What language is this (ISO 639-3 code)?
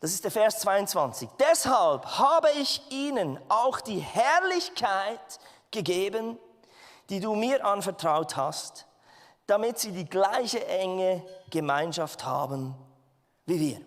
gsw